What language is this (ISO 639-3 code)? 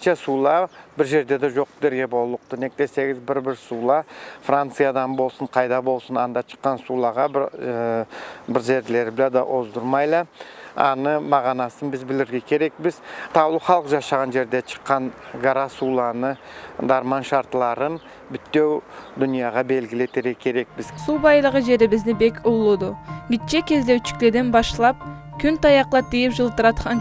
krc